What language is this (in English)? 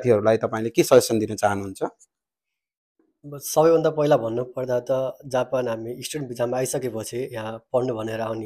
Nepali